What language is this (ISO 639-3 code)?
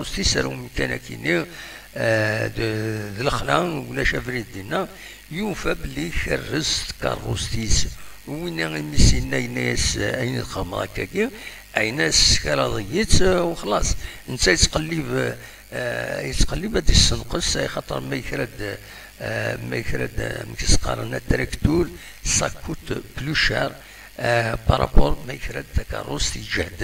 kab